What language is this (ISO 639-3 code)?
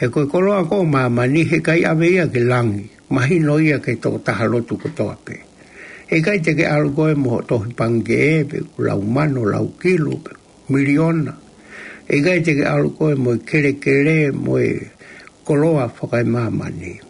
ton